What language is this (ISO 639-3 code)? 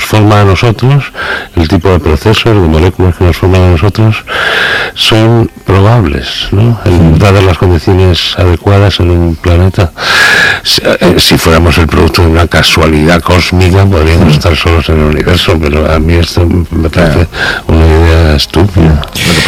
spa